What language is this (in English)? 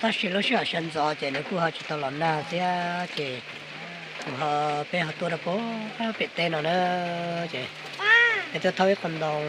Hmong